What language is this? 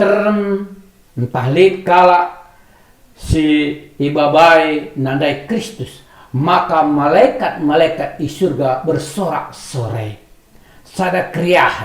Batak Karo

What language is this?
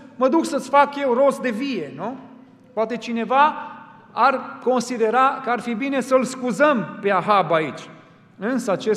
Romanian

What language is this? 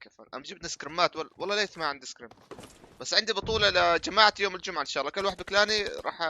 North Levantine Arabic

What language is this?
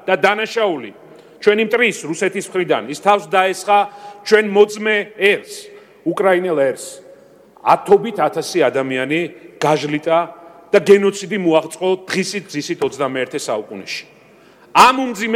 Georgian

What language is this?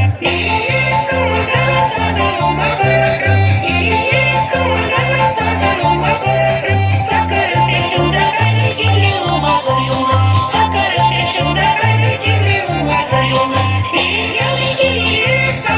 Chuvash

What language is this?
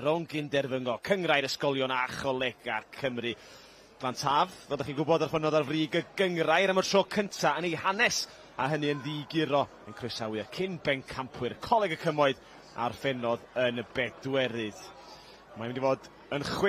Welsh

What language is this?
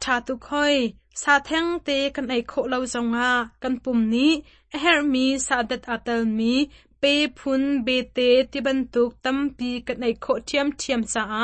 Hakha Chin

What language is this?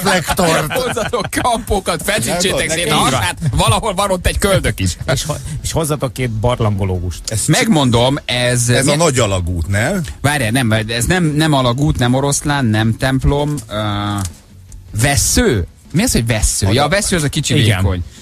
Hungarian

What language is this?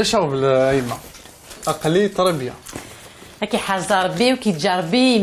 Kabyle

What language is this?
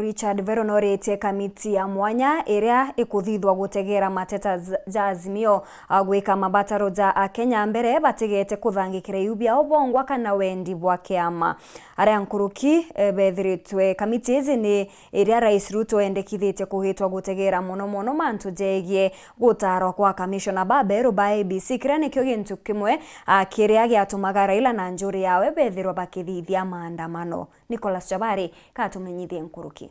Meru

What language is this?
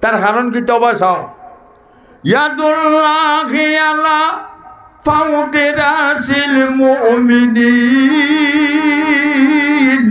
Sylheti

